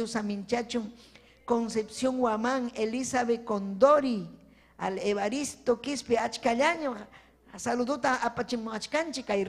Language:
Ayacucho Quechua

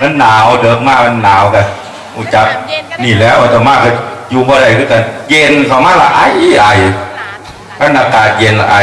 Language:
Northeastern Thai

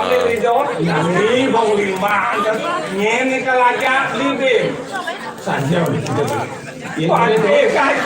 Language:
Balinese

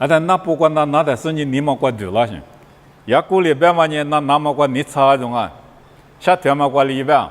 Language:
Lisu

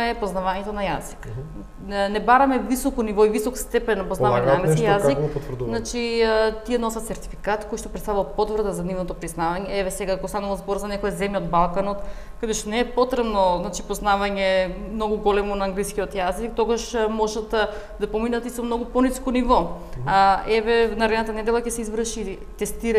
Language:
Macedonian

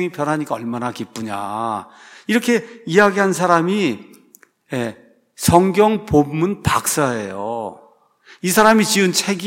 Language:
Korean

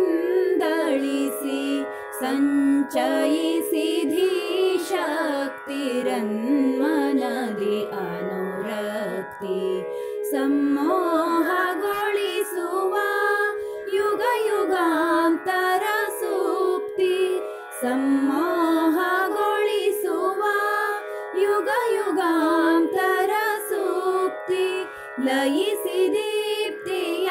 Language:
Kannada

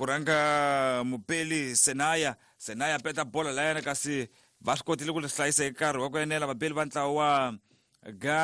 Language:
Tsonga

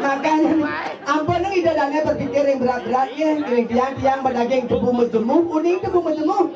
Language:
Balinese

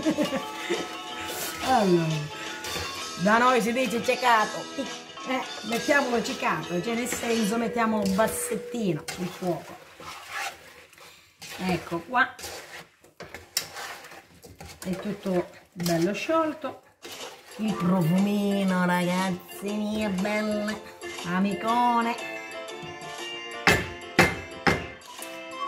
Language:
Italian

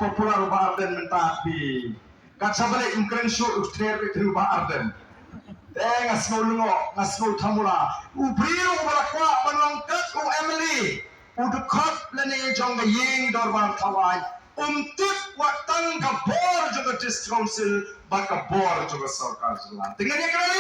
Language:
Khasi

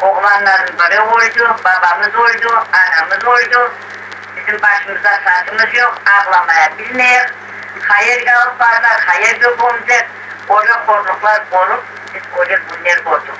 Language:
Crimean Tatar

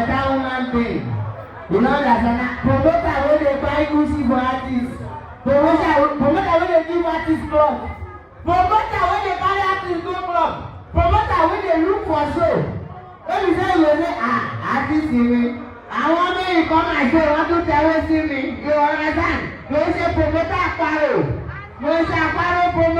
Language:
Nigerian Pidgin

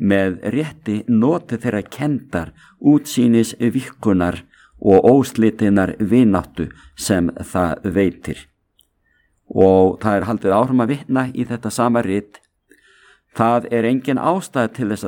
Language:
Icelandic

